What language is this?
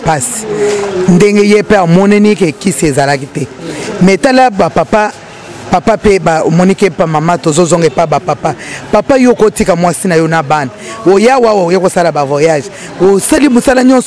Lingala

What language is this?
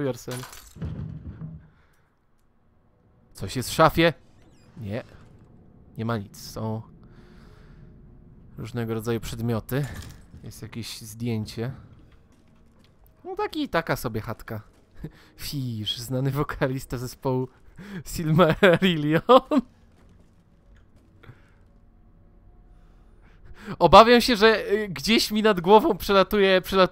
Polish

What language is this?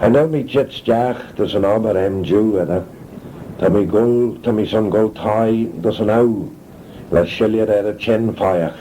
Manx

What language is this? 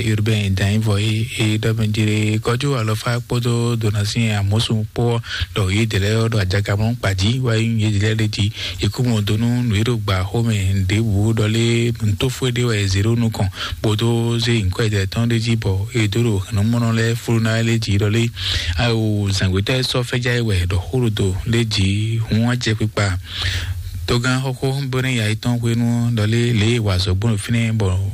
Fon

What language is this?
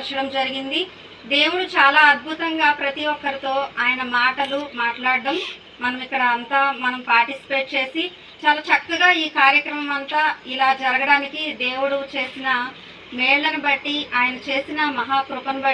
Telugu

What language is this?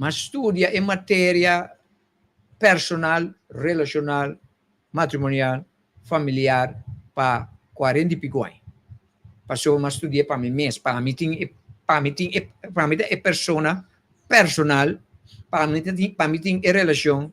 Papiamento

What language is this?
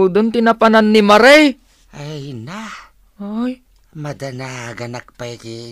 Iloko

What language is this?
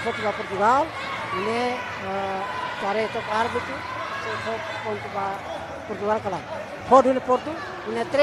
Tetum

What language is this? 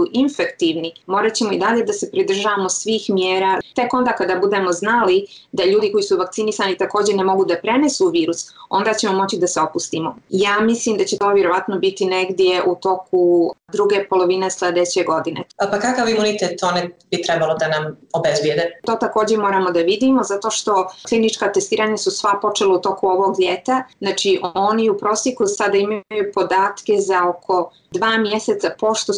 Serbian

